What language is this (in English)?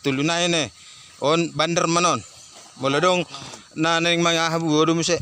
Batak Toba